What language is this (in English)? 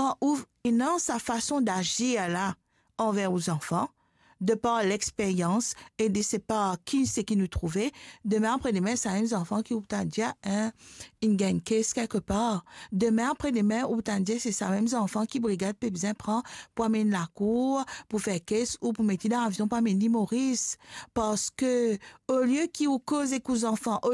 Morisyen